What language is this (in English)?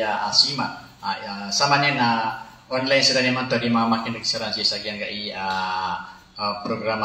Maranao